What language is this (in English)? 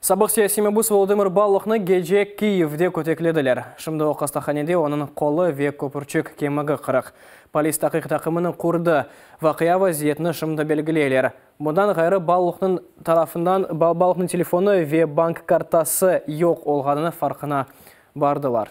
Crimean Tatar